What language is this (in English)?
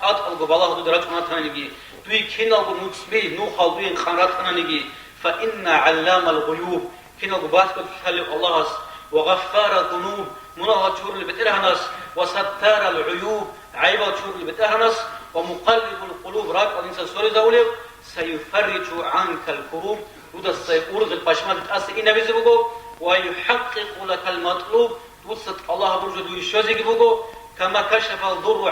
Avaric